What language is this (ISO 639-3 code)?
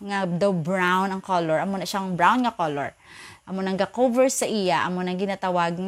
hil